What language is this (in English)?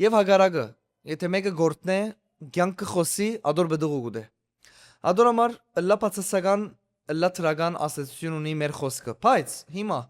Western Armenian